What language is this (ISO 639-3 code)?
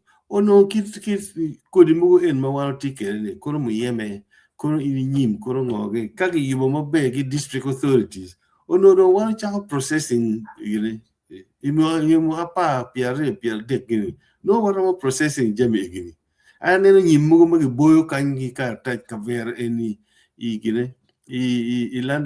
ach